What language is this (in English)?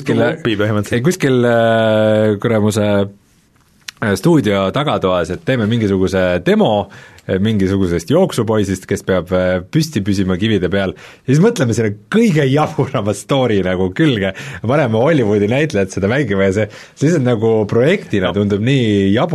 Estonian